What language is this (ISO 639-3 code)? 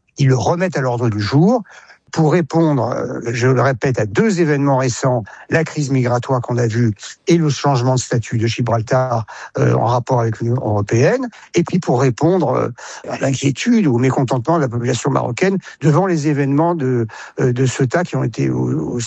fra